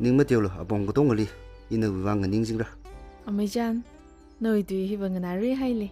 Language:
Tangkhul Naga (India)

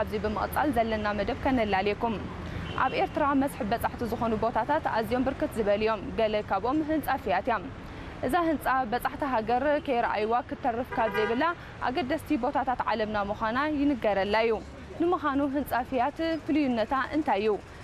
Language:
Tigrinya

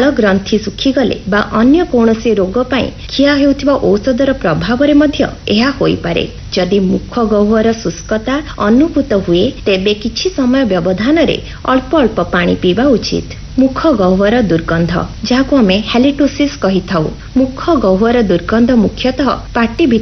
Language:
Odia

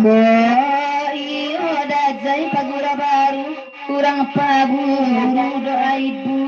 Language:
Minangkabau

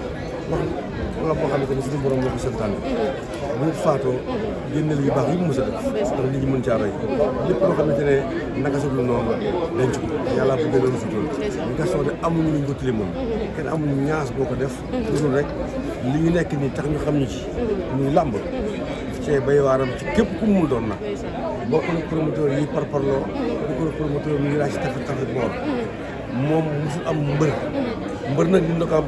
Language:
Wolof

